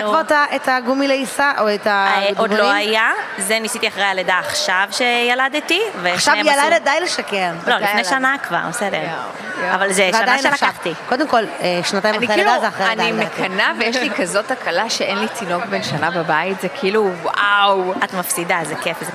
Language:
Hebrew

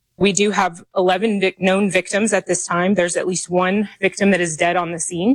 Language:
English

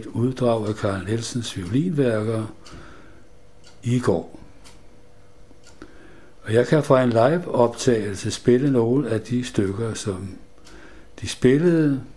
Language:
Danish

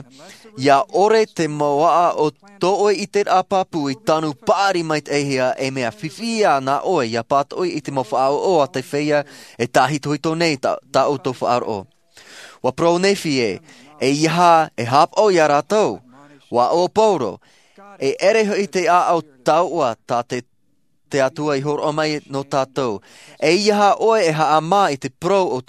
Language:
Tahitian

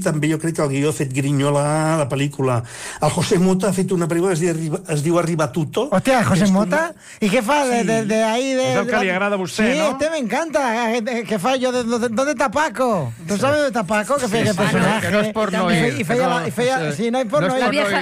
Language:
Catalan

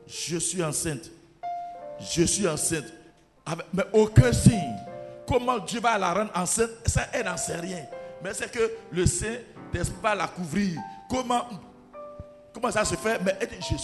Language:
French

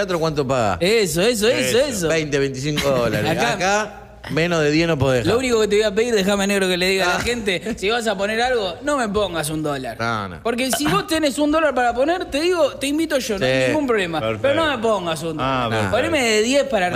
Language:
Spanish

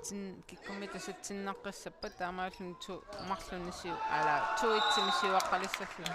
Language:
Kalaallisut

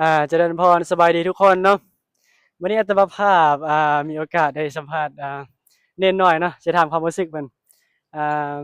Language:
Northeastern Thai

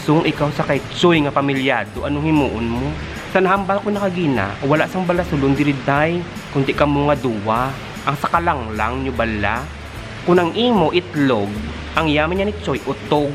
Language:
Hiligaynon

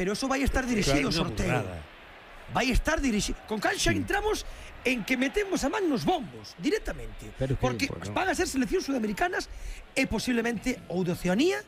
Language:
Galician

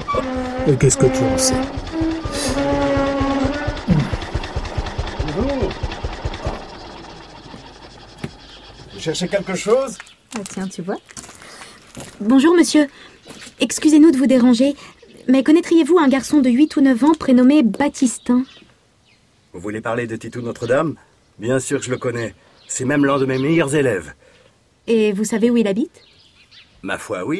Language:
French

